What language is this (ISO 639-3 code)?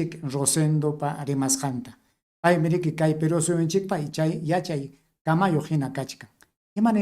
quy